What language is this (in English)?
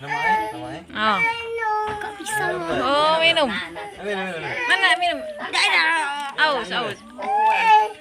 Musi